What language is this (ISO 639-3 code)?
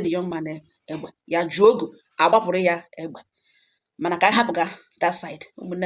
ibo